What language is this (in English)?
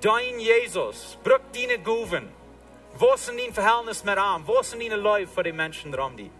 Plautdietsch